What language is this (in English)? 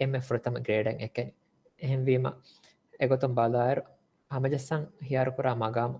Divehi